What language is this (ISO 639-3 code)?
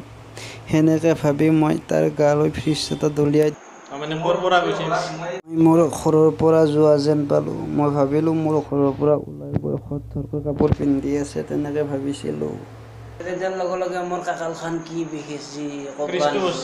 asm